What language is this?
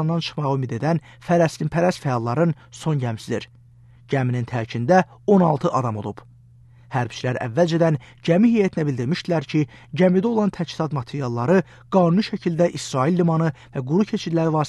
Azerbaijani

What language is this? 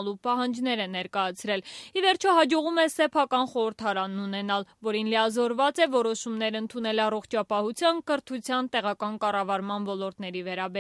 Armenian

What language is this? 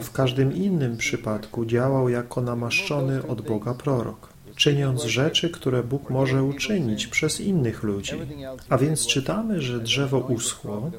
Polish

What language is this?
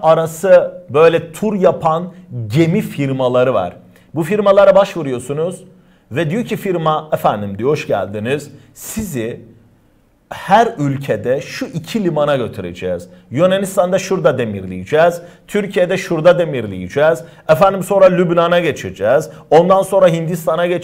Turkish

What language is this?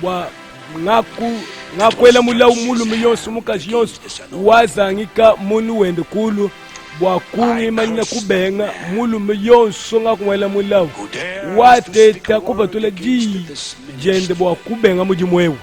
Luba-Lulua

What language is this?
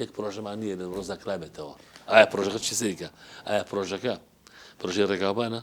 Central Kurdish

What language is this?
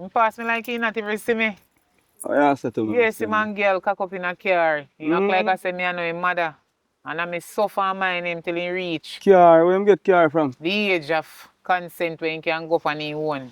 Jamaican Creole English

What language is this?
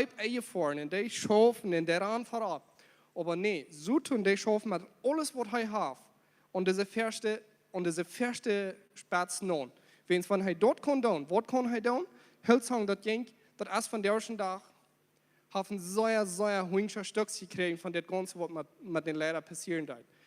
Plautdietsch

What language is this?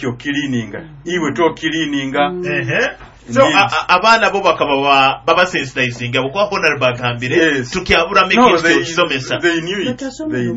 Nyoro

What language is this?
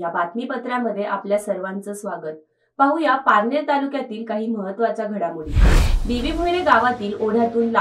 Marathi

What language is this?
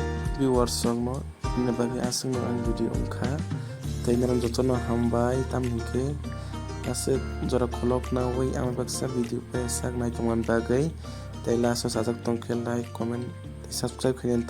Kok Borok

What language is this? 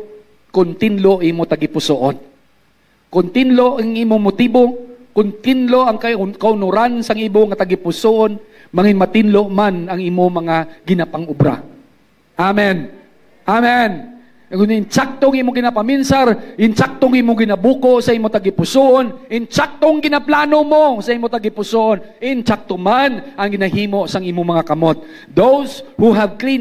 Hiligaynon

